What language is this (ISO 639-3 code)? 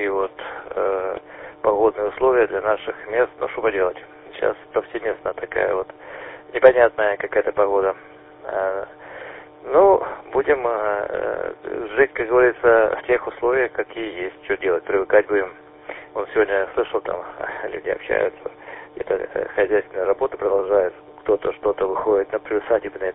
rus